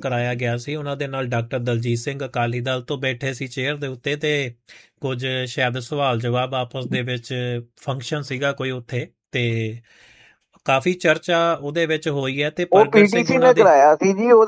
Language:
Punjabi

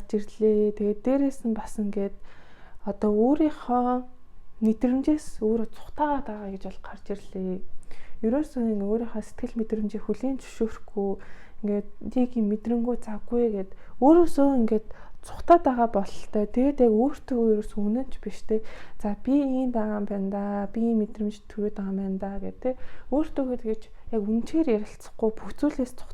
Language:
Mongolian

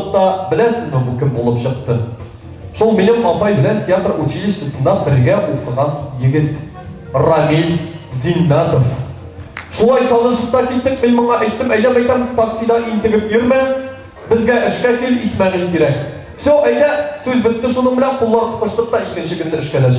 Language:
Tatar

